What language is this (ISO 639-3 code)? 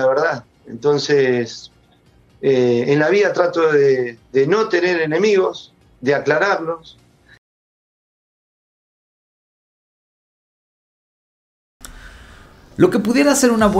spa